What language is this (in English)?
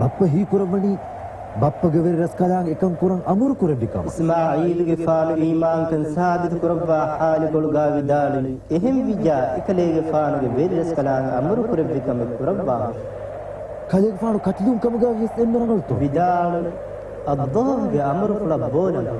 Divehi